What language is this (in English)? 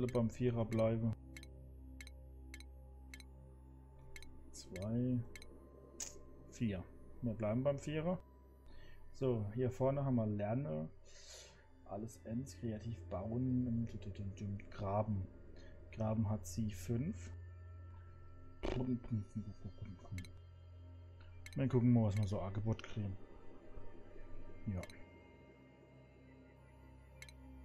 German